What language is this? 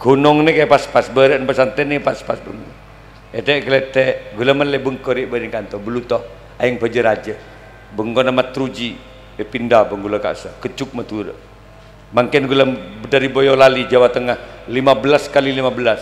Madurese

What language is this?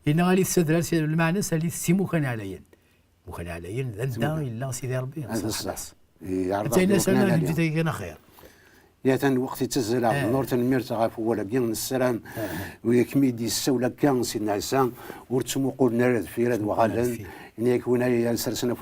Kabyle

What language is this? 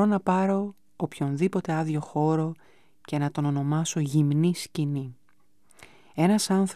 Greek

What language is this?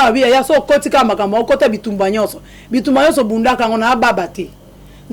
Lingala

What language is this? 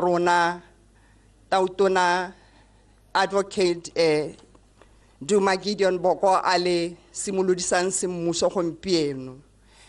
Tswana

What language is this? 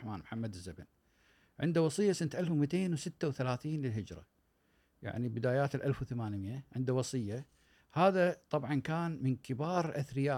Gulf Arabic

